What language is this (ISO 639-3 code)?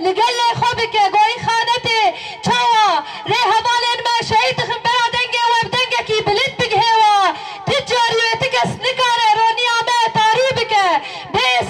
kur